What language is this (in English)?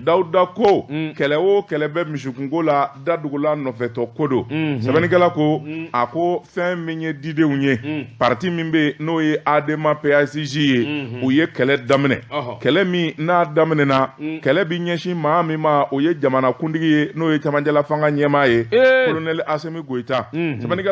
Bambara